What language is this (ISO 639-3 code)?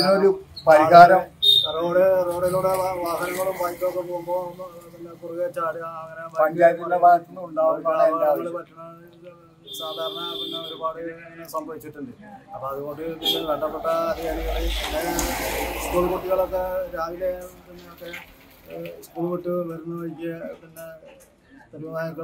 mal